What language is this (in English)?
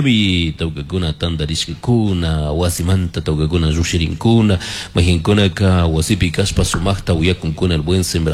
Chimborazo Highland Quichua